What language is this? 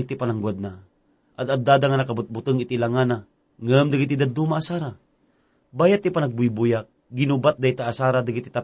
Iloko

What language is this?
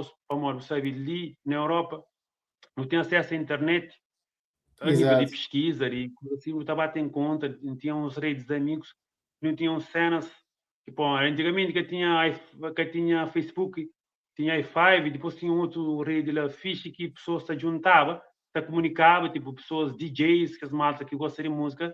Kabuverdianu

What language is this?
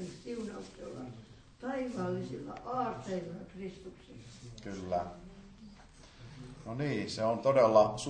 Finnish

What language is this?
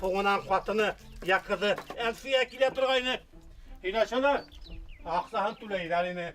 Bashkir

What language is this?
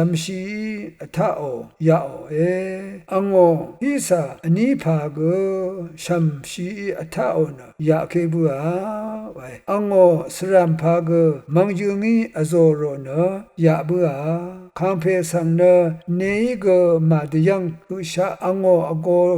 Rawang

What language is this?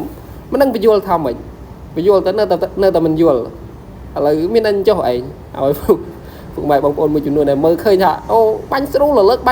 Khmer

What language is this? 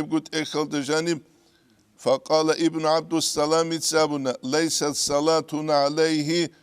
Avaric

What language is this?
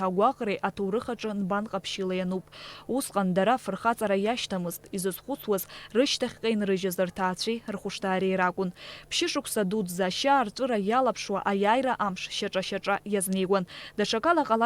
Abkhazian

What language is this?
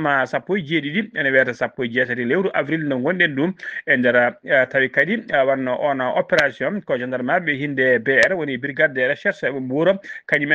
Fula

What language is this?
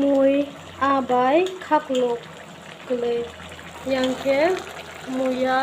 Kok Borok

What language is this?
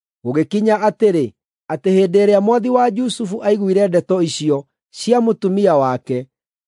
Kikuyu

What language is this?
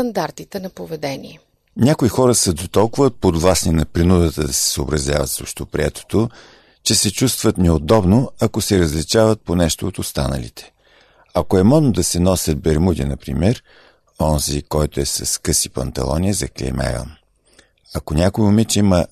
Bulgarian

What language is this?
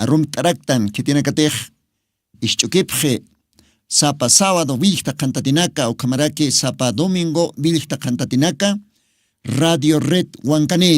Aymara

